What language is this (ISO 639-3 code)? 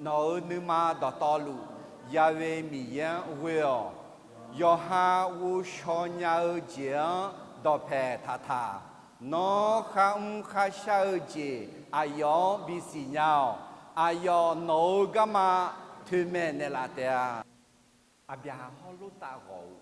ahk